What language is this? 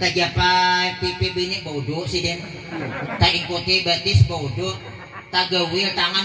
Banjar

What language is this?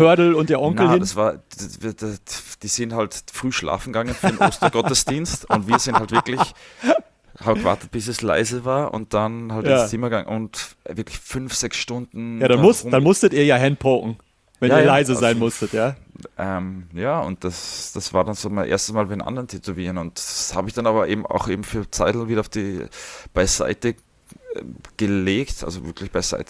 German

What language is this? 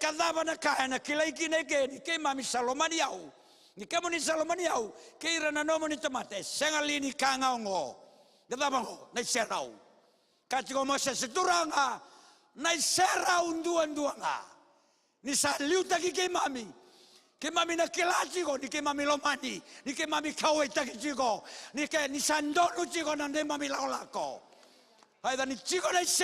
Fijian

